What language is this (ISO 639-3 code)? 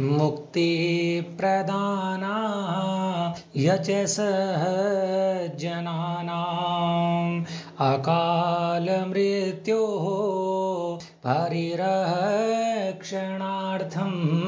san